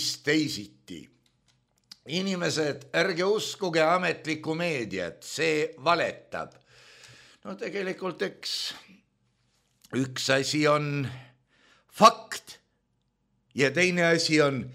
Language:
Estonian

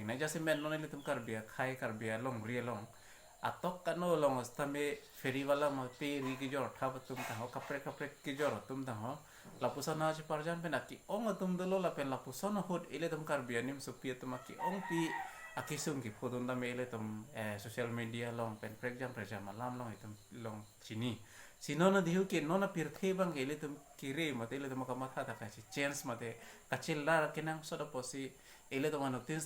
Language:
Karbi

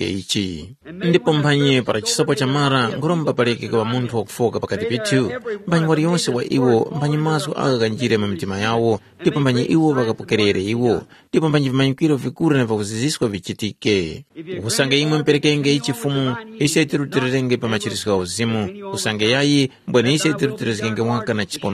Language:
Tumbuka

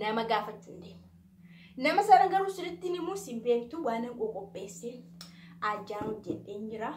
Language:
Oromo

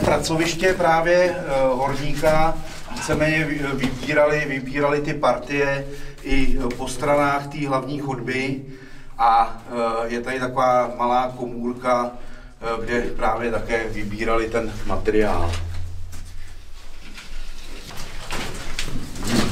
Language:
Czech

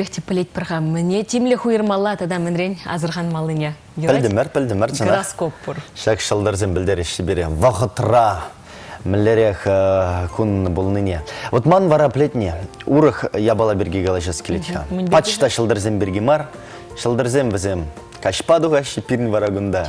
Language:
Chuvash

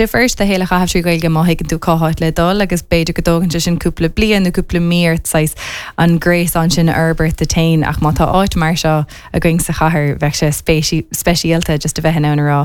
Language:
Irish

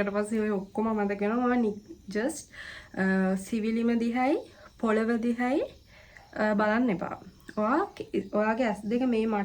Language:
Sinhala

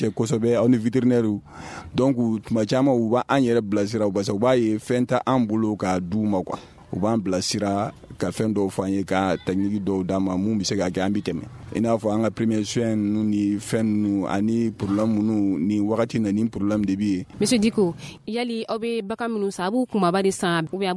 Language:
Bambara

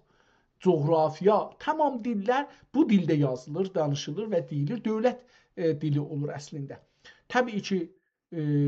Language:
South Azerbaijani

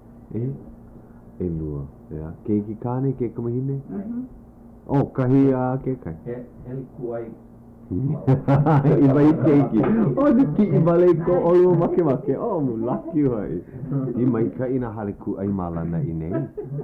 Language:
Hawaiian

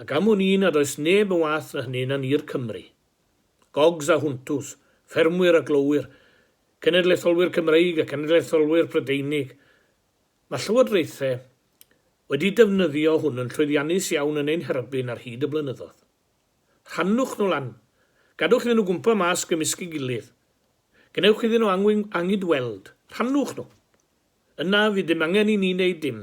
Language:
Welsh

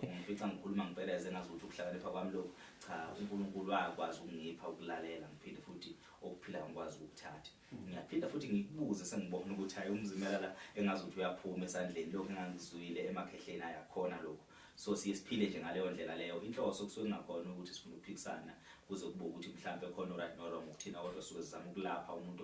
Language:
Zulu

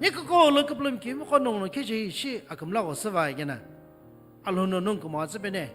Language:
Sumi Naga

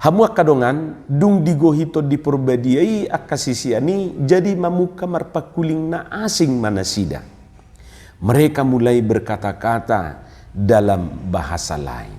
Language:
Batak Toba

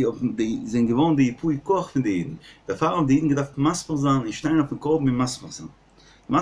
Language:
Yiddish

